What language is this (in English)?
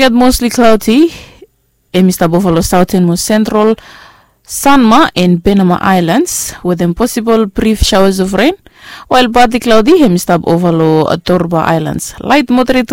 Bislama